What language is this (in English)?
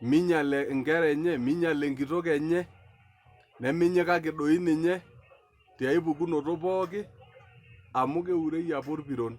Masai